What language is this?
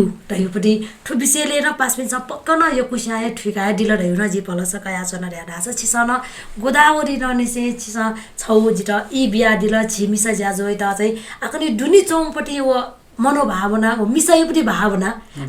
Newari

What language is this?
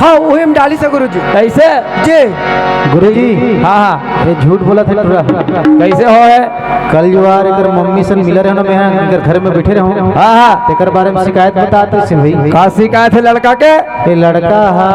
Chhattisgarhi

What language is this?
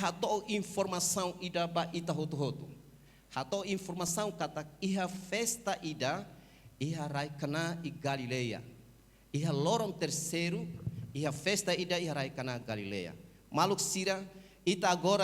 Tetum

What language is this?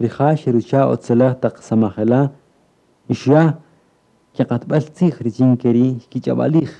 Kaqchikel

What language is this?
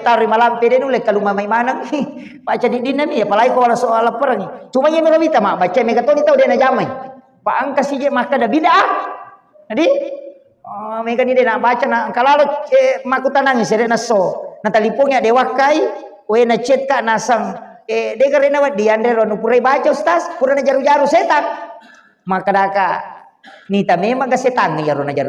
Buginese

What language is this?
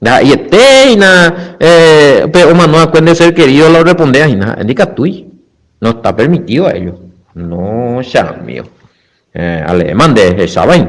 Guarani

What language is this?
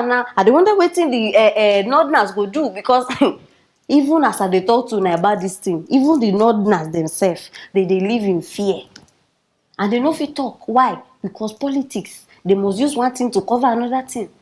Nigerian Pidgin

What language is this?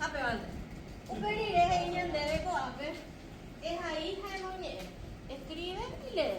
Guarani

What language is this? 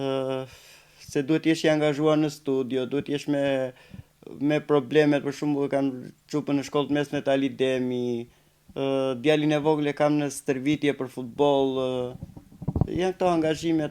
Albanian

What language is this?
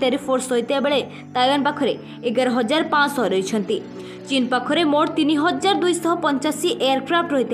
Odia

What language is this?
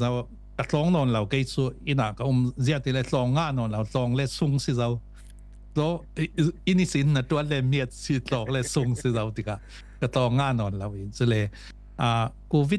Falam Chin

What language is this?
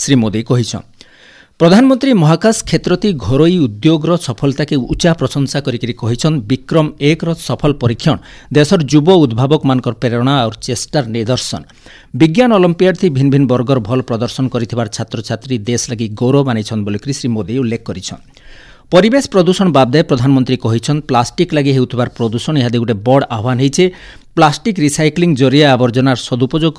Odia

